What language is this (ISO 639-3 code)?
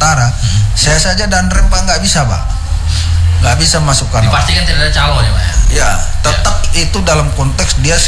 ind